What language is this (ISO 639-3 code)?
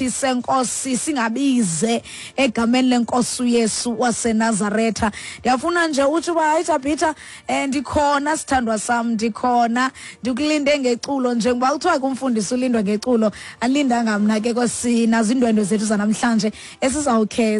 xho